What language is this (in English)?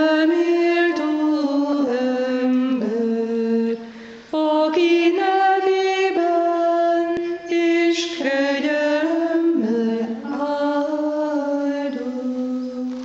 Hungarian